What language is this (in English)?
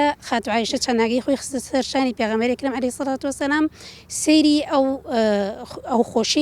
Central Kurdish